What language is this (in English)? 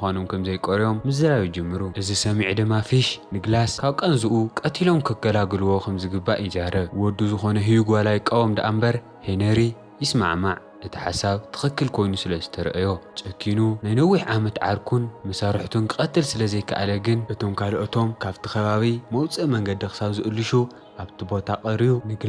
Tigrinya